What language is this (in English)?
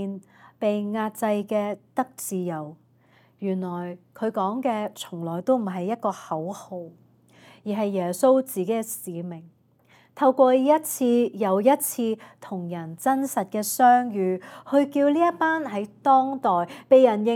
Cantonese